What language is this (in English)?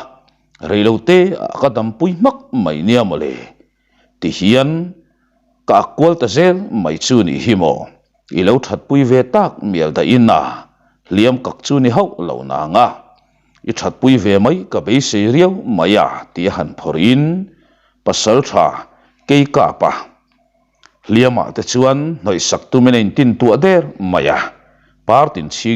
Mizo